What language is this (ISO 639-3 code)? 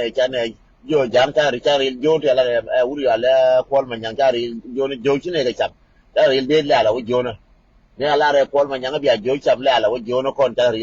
nus